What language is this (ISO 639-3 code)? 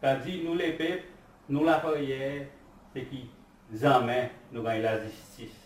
crs